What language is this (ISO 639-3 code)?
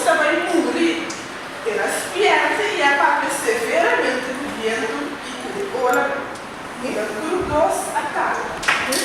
pap